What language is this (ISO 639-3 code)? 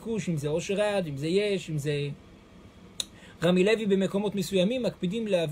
heb